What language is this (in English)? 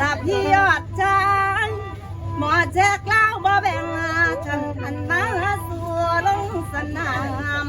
Northeastern Thai